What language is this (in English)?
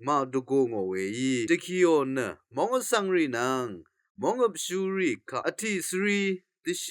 Rawang